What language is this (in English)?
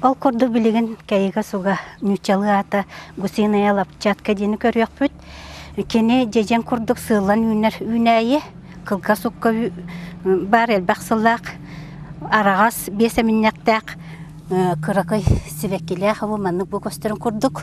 Yakut